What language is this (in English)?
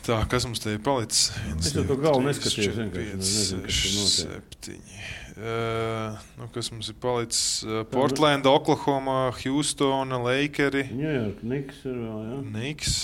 Latvian